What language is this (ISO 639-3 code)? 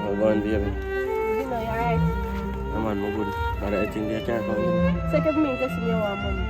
jam